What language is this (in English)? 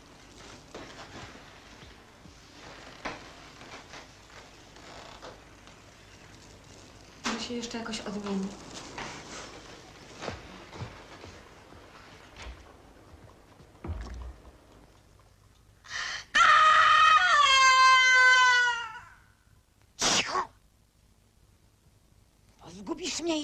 Polish